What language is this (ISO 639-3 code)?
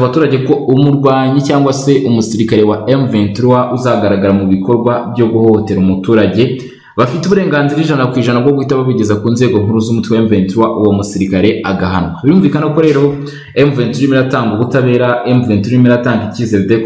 kin